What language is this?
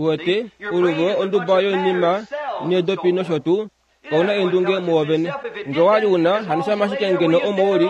Kuanyama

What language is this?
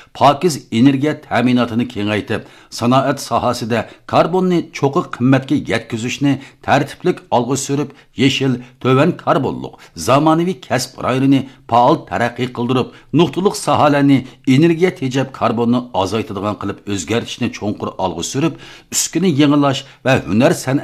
Uyghur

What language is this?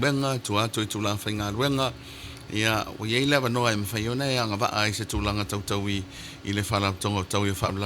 Samoan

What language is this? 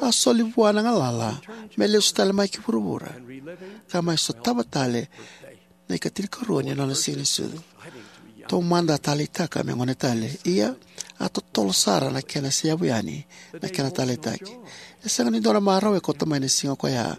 Fijian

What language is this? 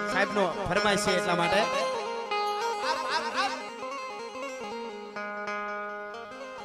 Gujarati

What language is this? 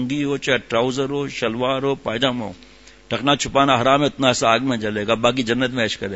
Urdu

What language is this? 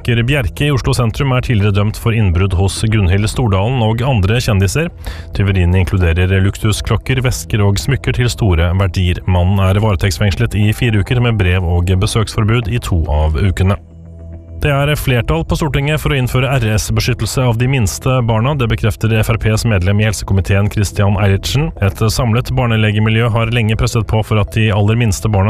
Norwegian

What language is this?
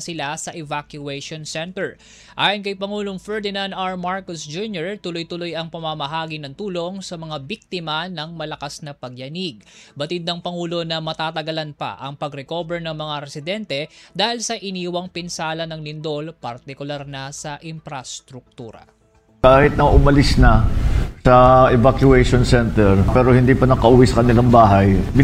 Filipino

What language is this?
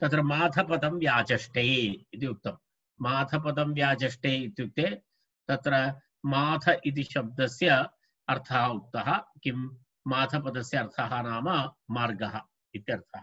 Sanskrit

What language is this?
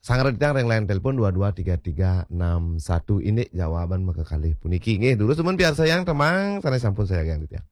Balinese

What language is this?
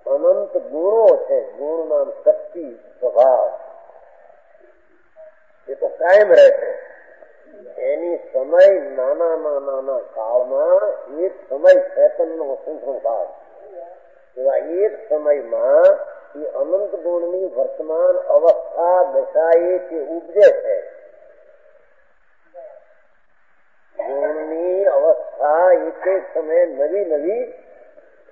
Gujarati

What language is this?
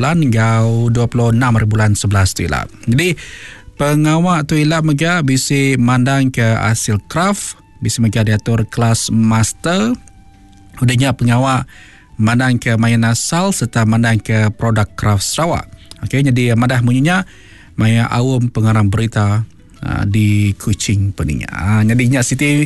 Iban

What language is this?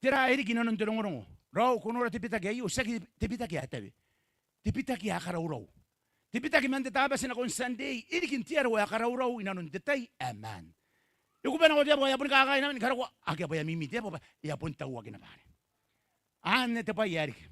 Gilbertese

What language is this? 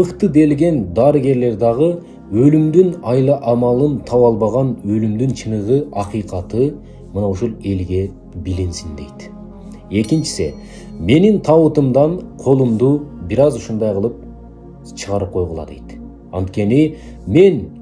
Kyrgyz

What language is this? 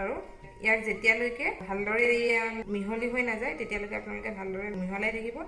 Assamese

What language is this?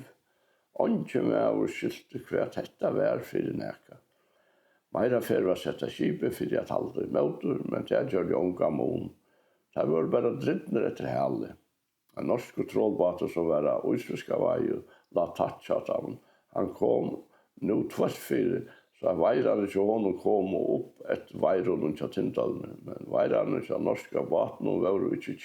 Faroese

